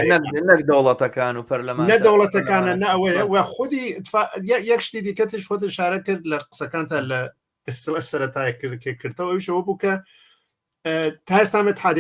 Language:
Central Kurdish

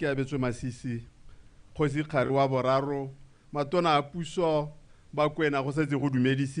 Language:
Tswana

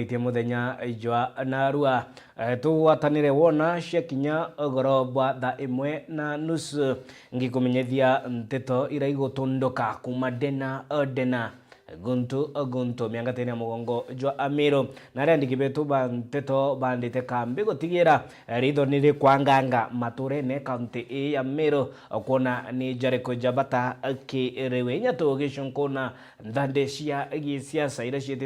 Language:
Meru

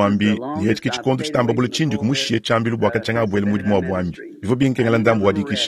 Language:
Luba-Lulua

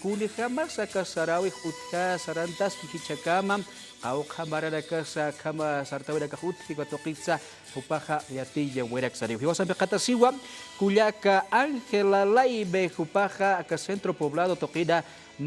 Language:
Aymara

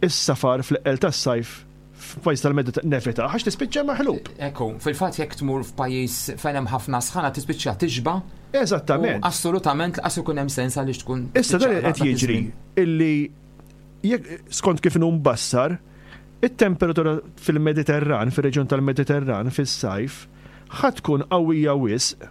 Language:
Maltese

